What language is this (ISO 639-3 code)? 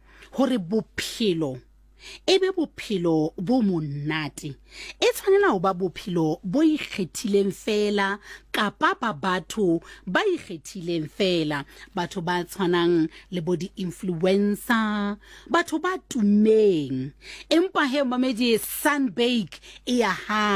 sot